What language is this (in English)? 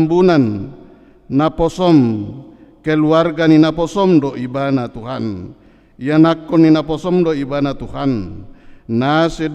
Batak Toba